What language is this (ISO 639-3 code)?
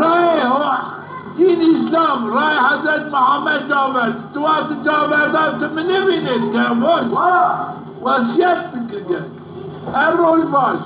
zza